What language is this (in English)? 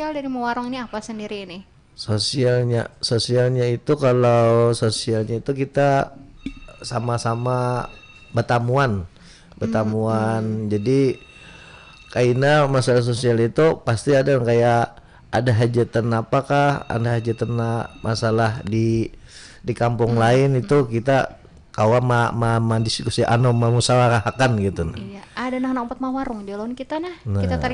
Banjar